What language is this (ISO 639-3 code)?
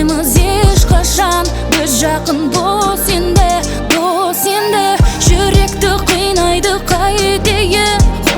kaz